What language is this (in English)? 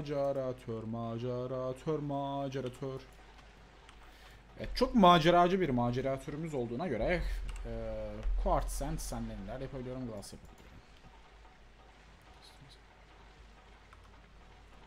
Turkish